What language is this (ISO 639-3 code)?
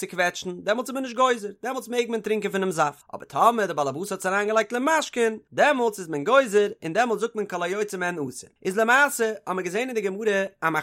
yid